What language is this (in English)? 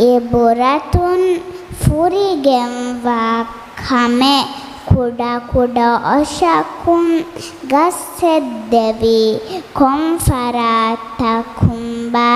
Divehi